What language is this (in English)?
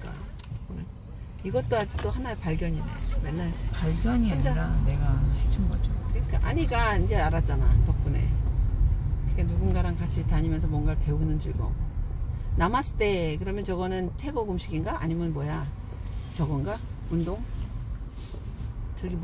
Korean